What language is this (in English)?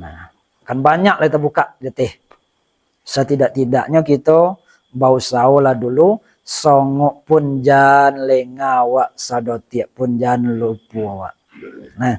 Minangkabau